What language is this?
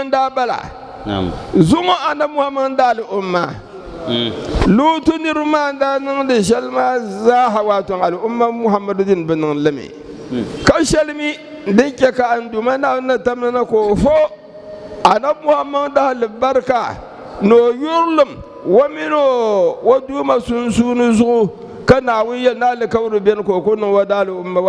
Dagbani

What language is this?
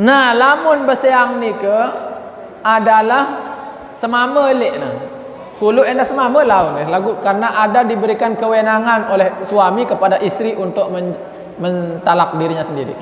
Sasak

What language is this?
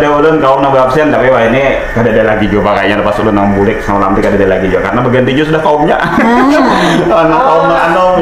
Banjar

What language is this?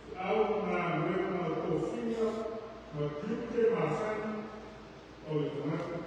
Samoan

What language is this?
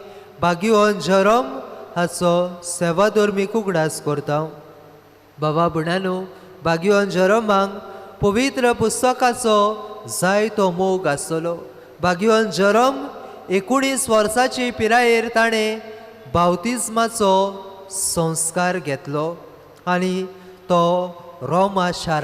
Konkani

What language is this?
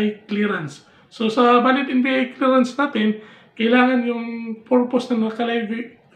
Filipino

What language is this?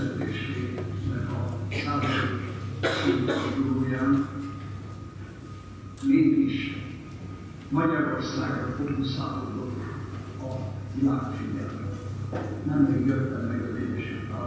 Hungarian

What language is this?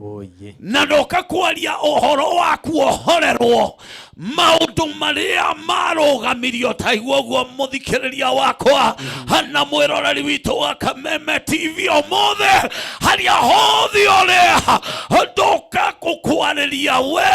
Kikuyu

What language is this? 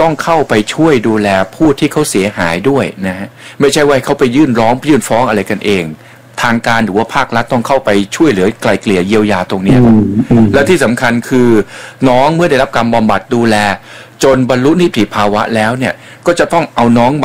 Thai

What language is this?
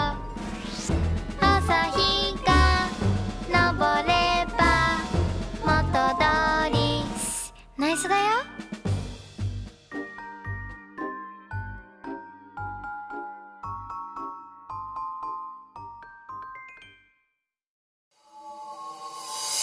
Japanese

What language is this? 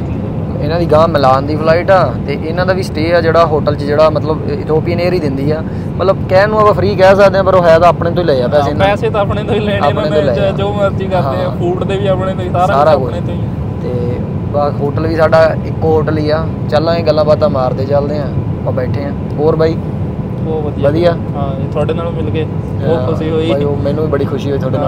Punjabi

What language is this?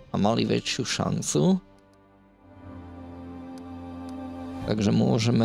Slovak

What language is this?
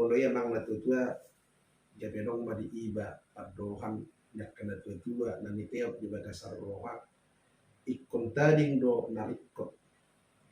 Batak Toba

